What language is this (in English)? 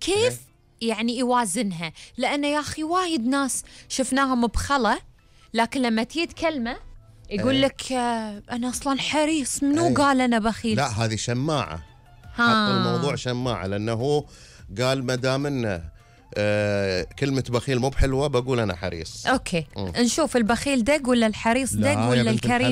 Gulf Arabic